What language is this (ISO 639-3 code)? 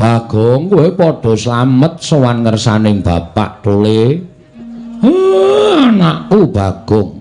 jav